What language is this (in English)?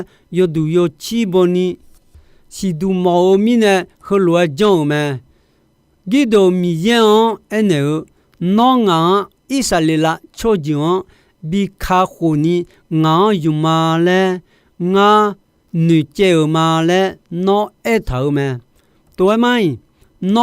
Akha